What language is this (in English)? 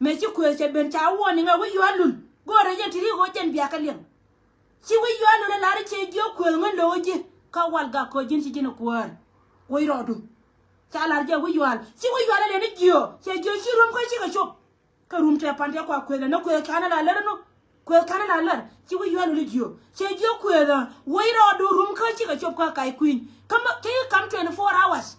Nuer